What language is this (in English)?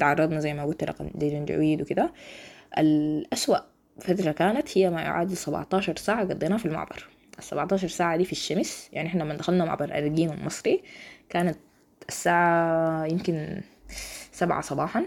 Sudanese Arabic